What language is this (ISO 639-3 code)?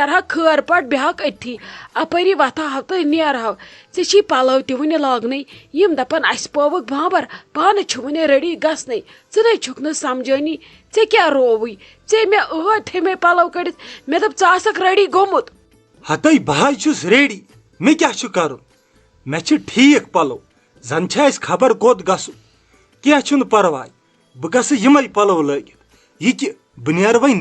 kas